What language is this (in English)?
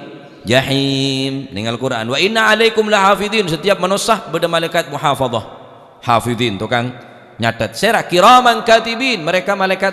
Madurese